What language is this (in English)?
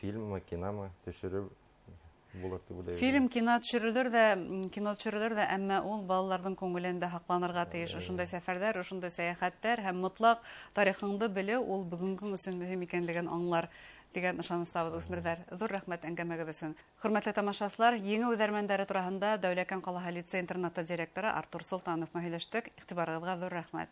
Bashkir